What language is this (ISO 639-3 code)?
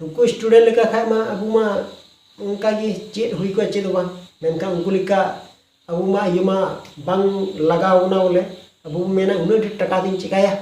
sat